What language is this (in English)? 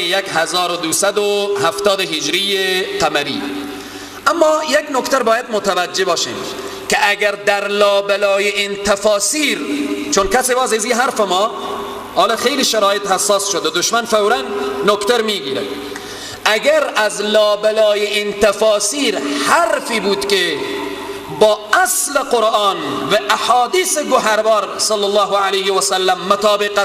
Persian